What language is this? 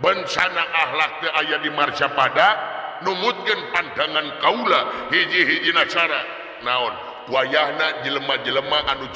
Sundanese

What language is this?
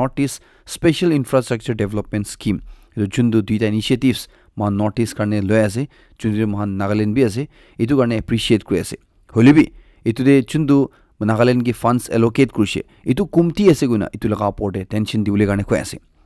Naga Pidgin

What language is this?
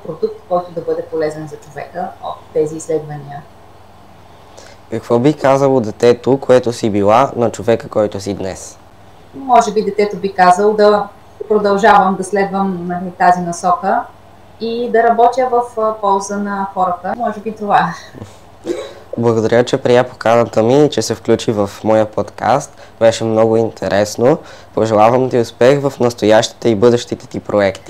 Bulgarian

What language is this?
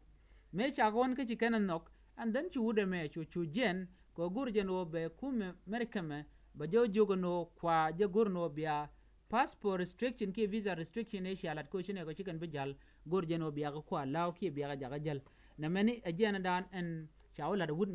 Nuer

